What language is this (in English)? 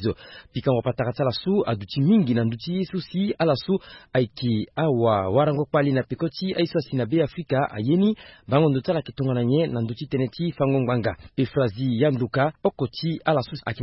Sango